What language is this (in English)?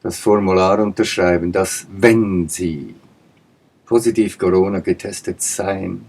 Swiss German